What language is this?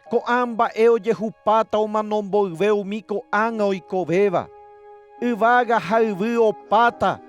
Guarani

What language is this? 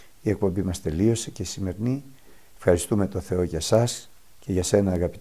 Greek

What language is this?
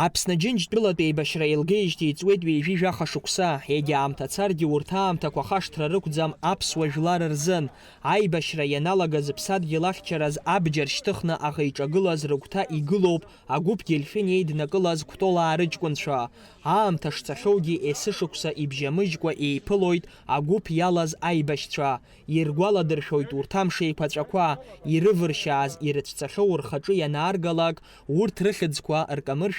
Abkhazian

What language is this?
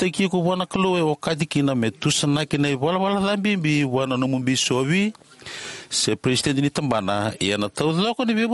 Fijian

